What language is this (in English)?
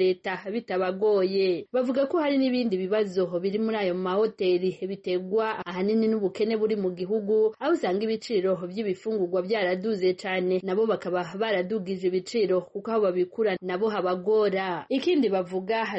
Kinyarwanda